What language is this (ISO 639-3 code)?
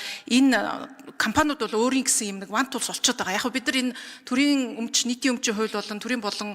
mon